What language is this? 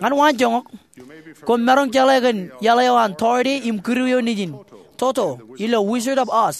Marshallese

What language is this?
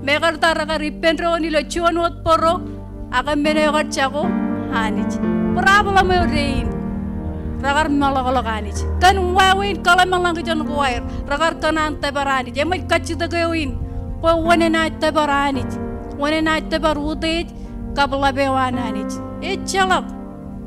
Marshallese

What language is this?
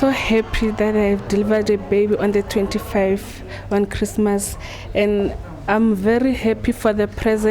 Venda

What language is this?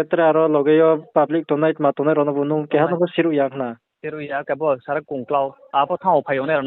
Riang (India)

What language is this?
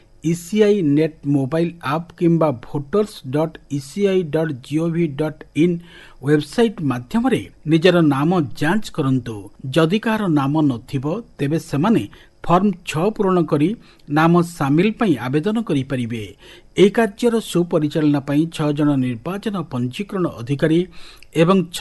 Odia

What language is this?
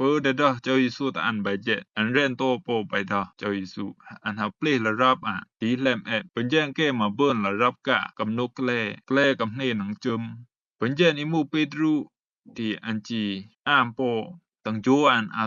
Rumai Palaung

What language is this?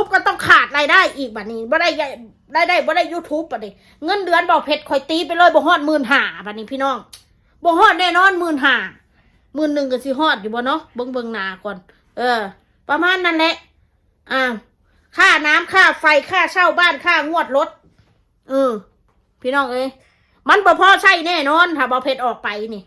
Northeastern Thai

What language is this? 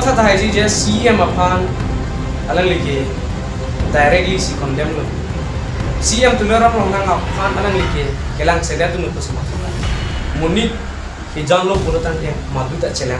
Karbi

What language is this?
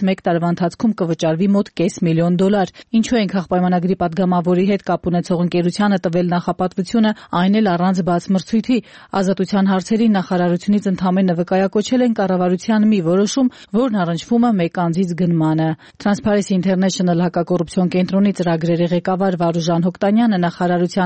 Armenian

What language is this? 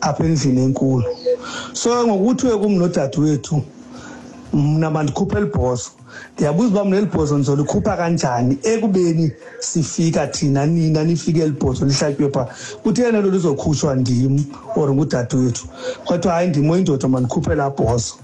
Xhosa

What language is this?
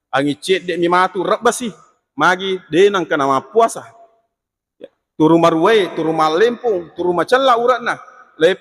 Buginese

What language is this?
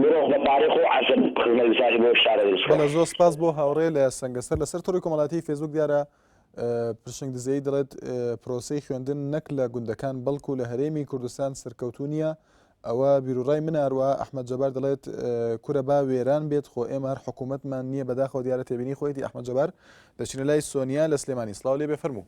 Central Kurdish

